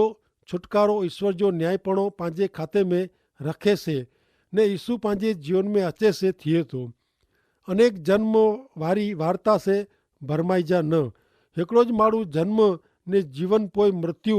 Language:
Kachhi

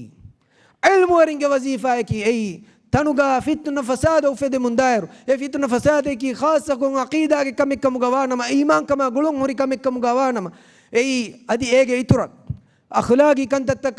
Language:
Divehi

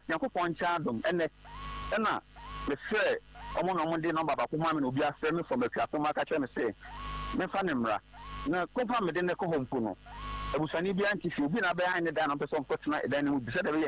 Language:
Akan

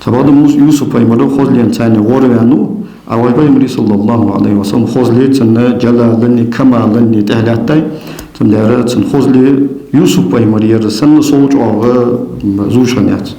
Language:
Ingush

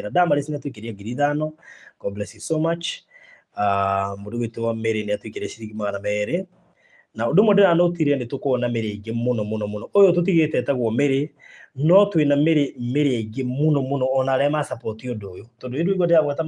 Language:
Kikuyu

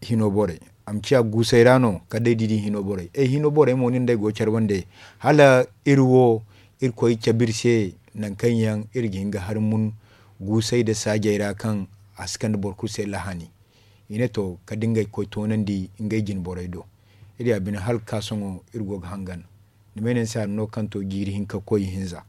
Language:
Zarma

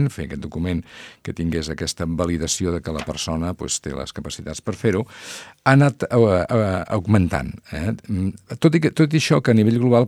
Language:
Catalan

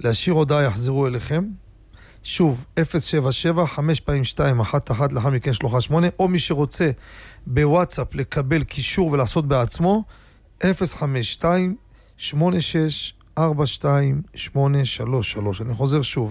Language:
Hebrew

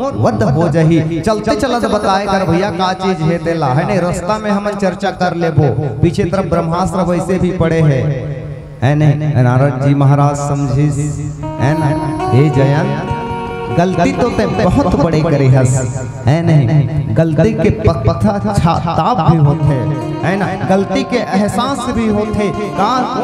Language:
Chhattisgarhi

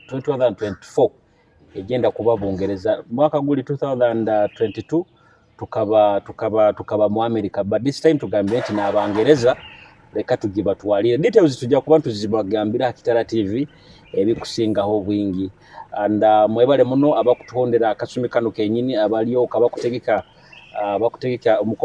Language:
Nyoro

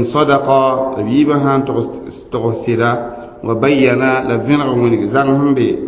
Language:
Mossi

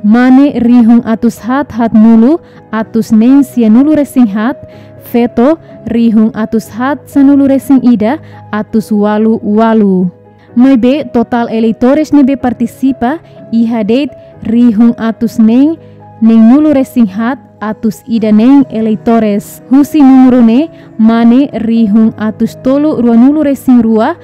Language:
Tetum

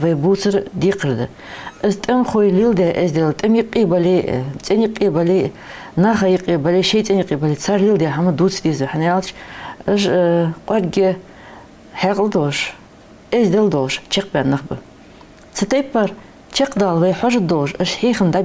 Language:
Ingush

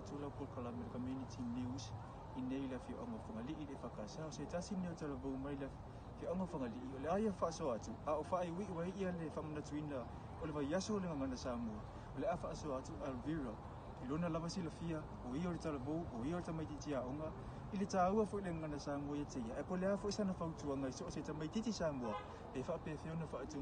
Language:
Samoan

